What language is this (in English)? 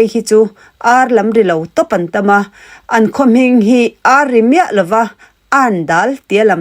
Mizo